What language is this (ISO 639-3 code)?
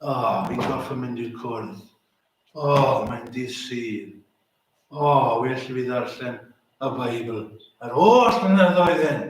cym